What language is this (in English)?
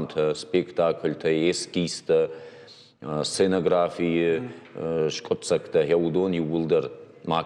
Ossetic